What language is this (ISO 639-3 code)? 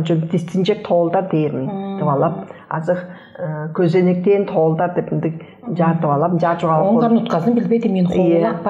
tyv